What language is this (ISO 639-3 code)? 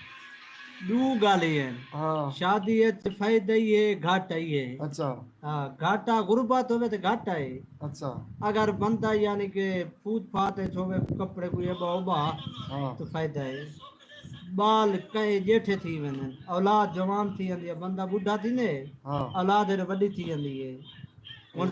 skr